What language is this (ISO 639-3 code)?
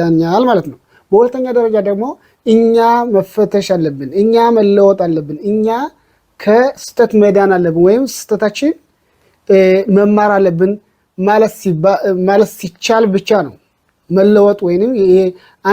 amh